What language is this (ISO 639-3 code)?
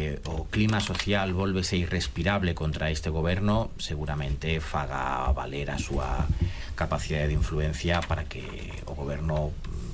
glg